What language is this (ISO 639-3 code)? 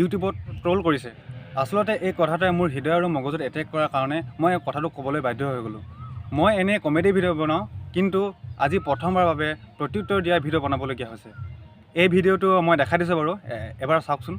asm